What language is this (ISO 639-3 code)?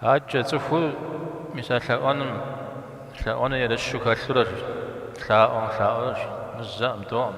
kbd